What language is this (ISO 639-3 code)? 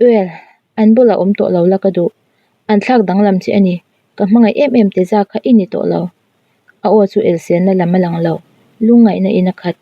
lus